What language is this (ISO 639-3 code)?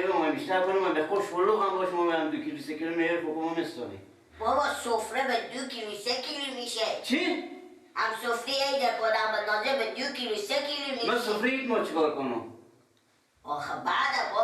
fas